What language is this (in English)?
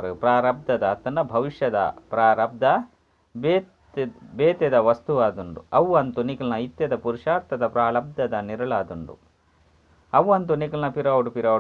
Tulu